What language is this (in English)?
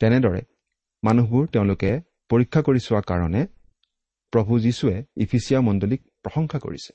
Assamese